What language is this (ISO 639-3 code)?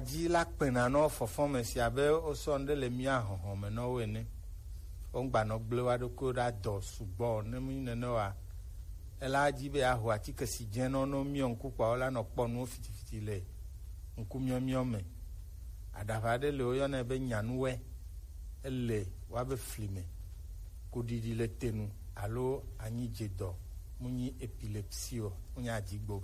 gej